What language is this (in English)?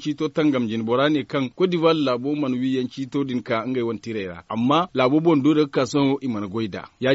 Zarma